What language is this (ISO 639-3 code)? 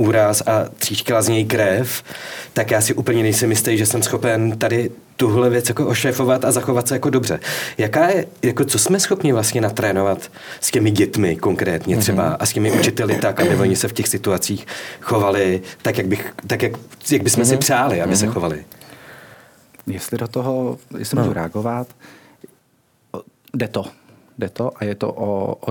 ces